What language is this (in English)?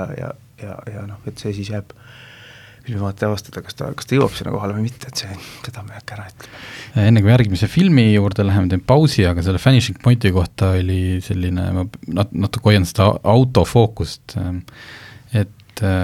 Estonian